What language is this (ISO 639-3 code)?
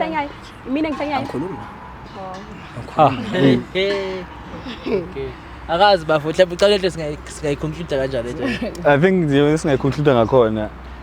zul